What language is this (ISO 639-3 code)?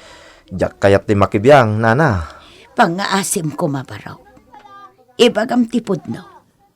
ilo